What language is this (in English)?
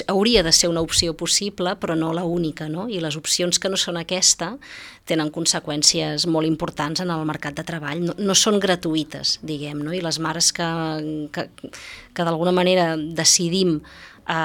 Catalan